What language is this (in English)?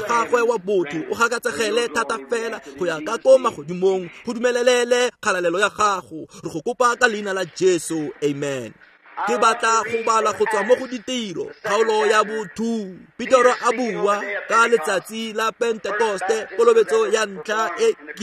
Tswana